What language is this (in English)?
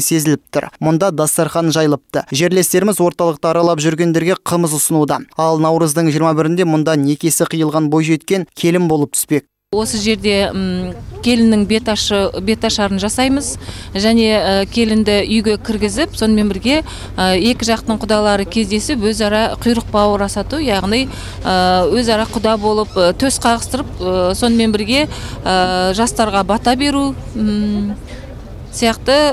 Kazakh